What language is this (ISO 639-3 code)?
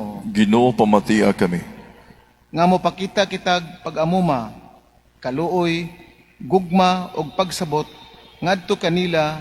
ceb